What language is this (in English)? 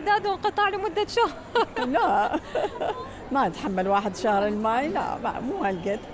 Mesopotamian Arabic